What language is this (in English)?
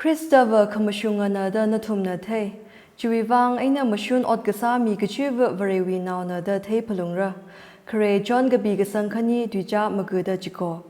Tangkhul Naga (India)